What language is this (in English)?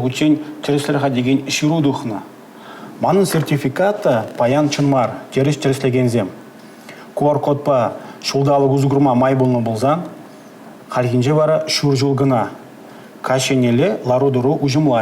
Chuvash